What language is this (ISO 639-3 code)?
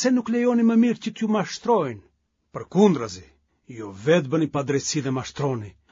sqi